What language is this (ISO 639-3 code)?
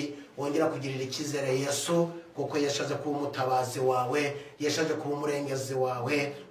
kin